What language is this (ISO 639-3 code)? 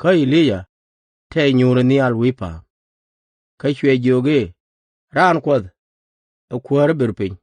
nus